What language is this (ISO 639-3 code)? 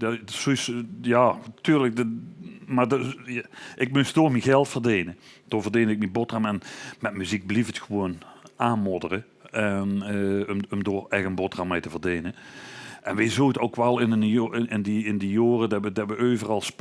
lim